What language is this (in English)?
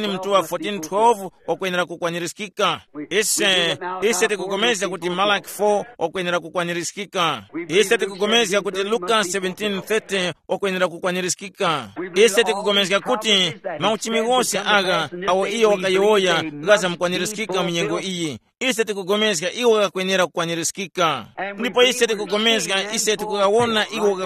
Tumbuka